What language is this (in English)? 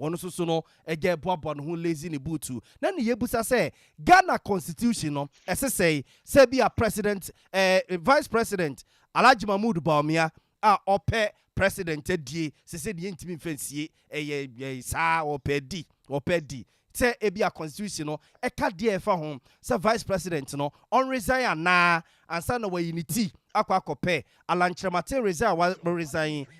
Akan